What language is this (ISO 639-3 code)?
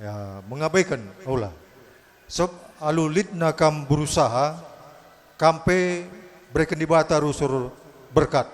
btx